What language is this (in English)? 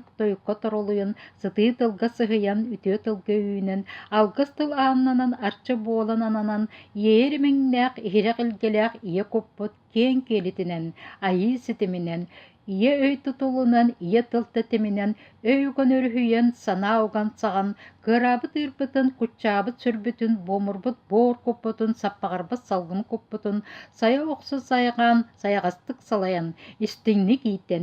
Yakut